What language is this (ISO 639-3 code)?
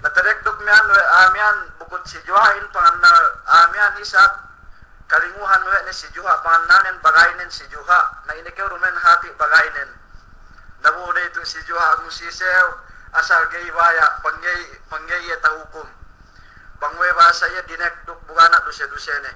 yka